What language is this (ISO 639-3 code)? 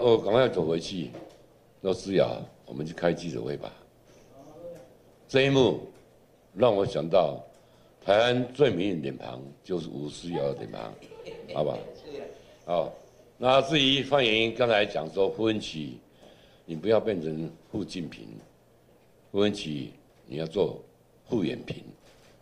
zho